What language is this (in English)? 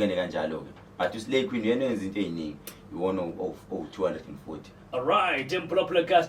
Zulu